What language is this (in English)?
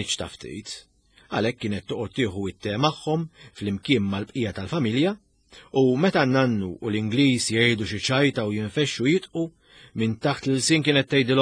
Maltese